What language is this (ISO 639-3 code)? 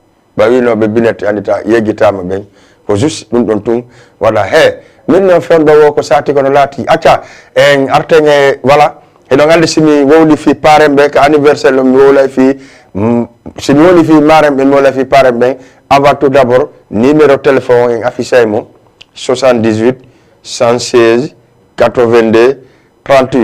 ful